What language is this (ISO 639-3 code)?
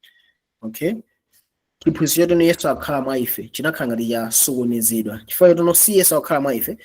nya